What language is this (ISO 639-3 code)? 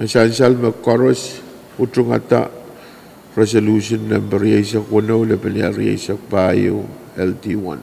pon